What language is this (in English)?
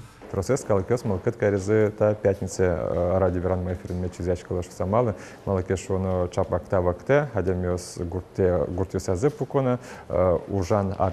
Udmurt